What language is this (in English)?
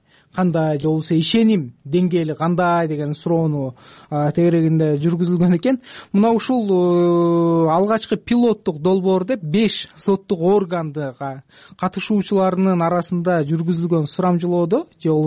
Kyrgyz